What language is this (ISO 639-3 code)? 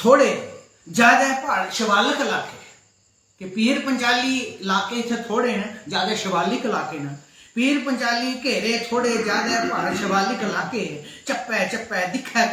doi